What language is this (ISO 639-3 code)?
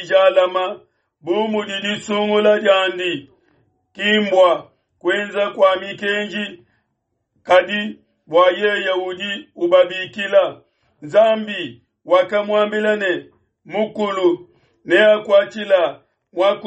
lua